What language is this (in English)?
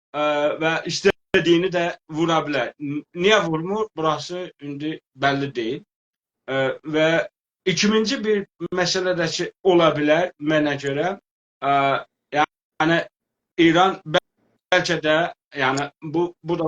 South Azerbaijani